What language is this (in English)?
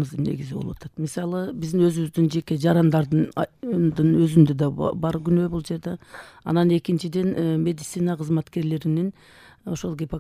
Kyrgyz